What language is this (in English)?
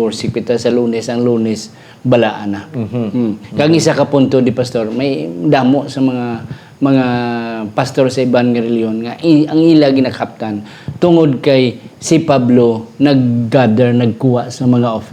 Hiligaynon